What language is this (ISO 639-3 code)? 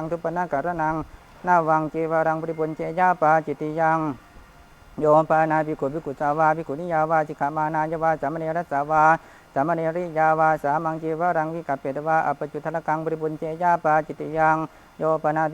pli